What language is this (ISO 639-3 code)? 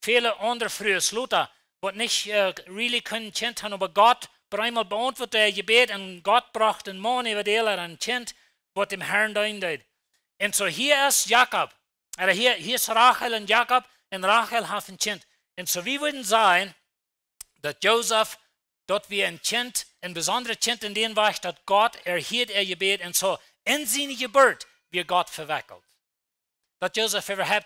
pdt